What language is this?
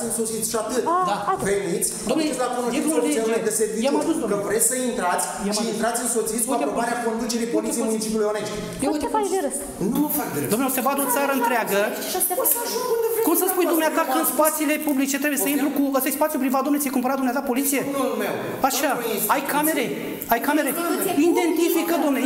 Romanian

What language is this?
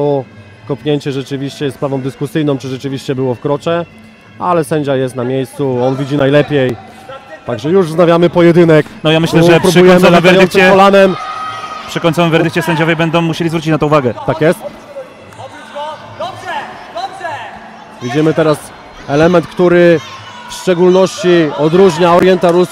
Polish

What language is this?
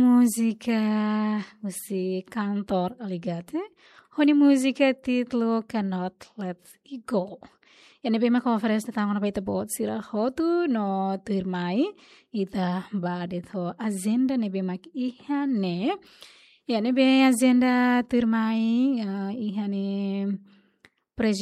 Tetum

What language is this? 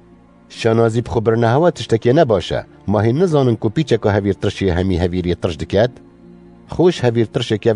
Kurdish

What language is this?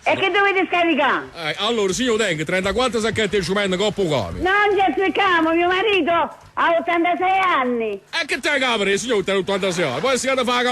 Neapolitan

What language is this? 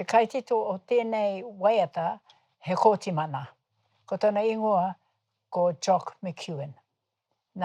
Māori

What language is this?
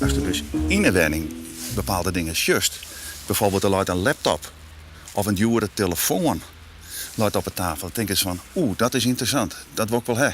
Western Frisian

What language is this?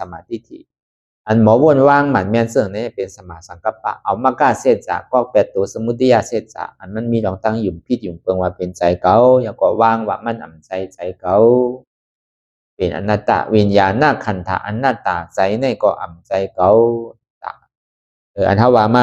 Shan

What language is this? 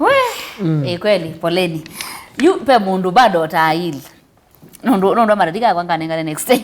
Kamba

